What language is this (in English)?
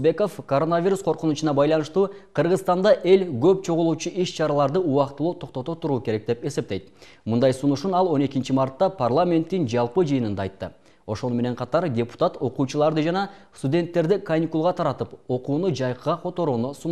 Kyrgyz